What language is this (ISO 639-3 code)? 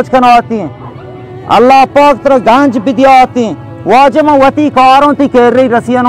bal